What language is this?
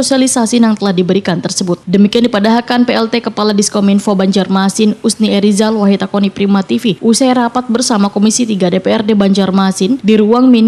Banjar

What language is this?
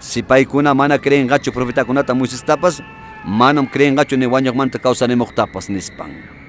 Ayacucho Quechua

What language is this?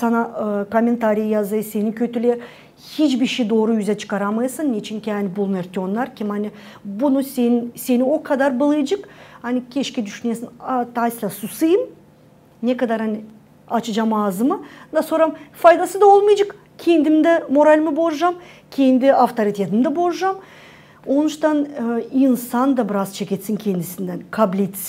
Gagauz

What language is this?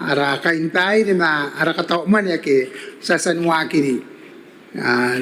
Gilbertese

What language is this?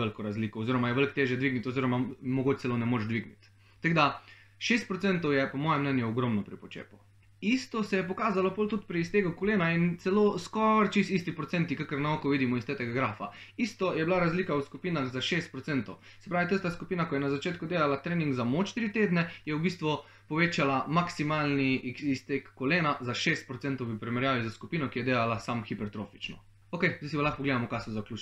Slovenian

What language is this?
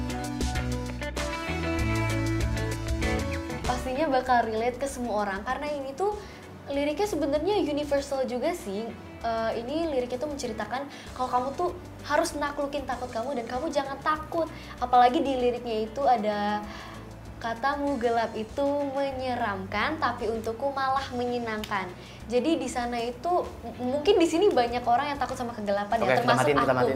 Indonesian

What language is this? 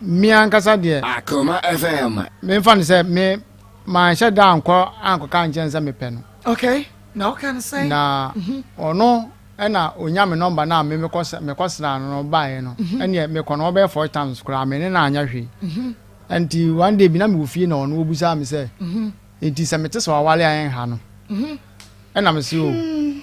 Akan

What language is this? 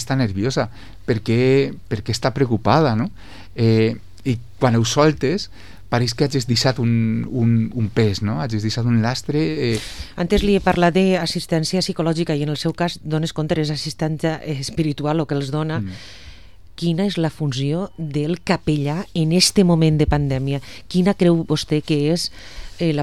Catalan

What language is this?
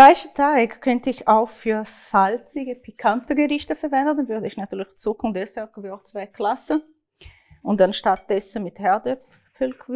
Swiss German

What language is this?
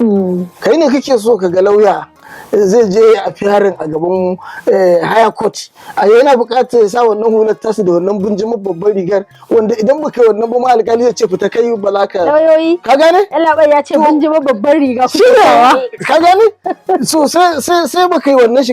Hausa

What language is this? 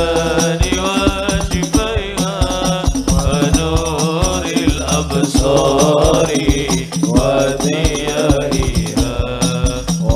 Madurese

